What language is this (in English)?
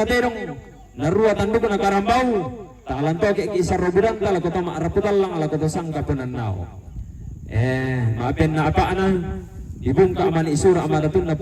Toraja-Sa'dan